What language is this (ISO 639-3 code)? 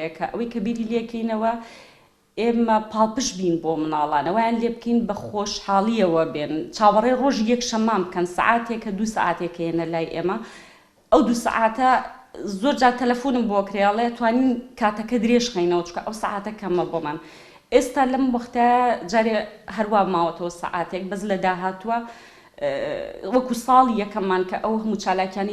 ckb